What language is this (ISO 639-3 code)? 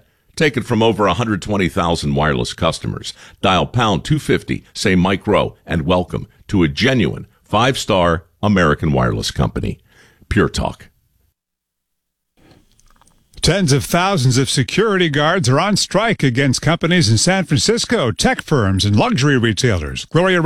eng